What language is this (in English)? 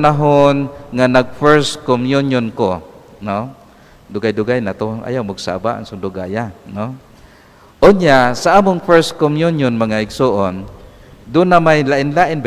Cebuano